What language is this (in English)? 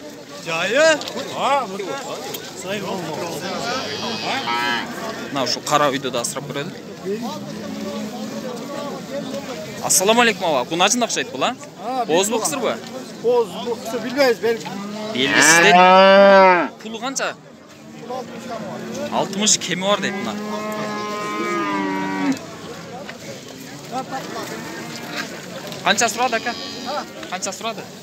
Kyrgyz